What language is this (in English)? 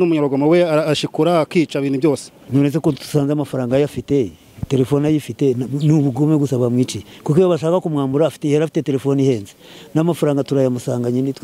Kinyarwanda